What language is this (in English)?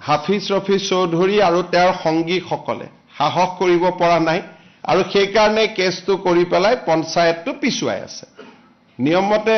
Assamese